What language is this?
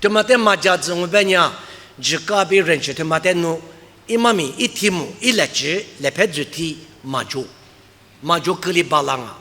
Lisu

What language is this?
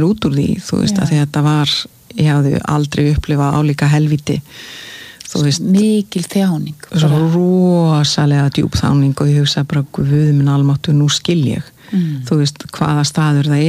Icelandic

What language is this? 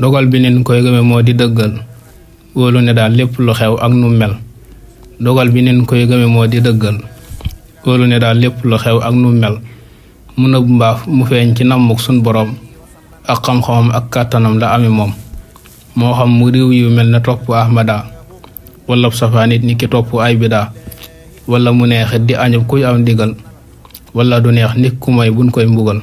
Wolof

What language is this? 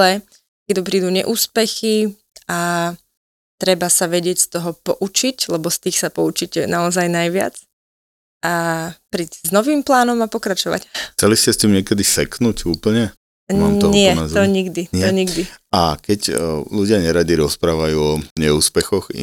Slovak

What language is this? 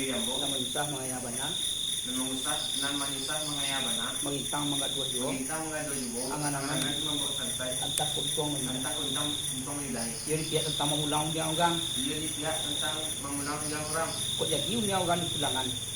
Minangkabau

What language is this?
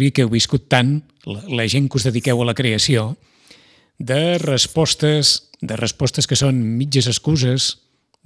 Catalan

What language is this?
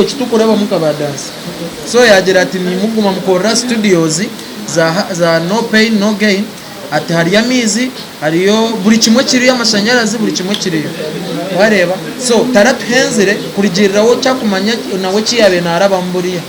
Nyankole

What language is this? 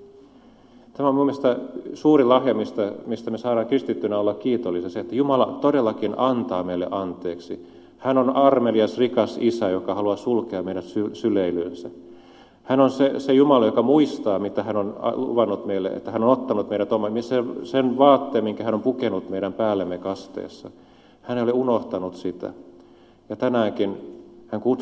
Finnish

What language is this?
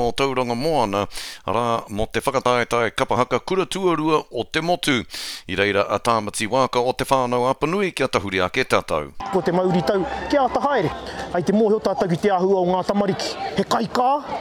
Māori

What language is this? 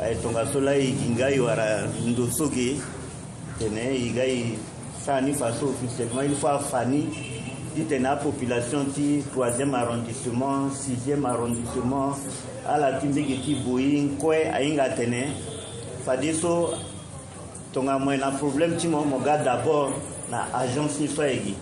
Sango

